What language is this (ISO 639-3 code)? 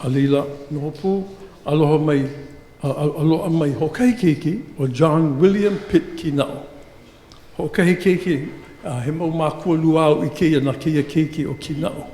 haw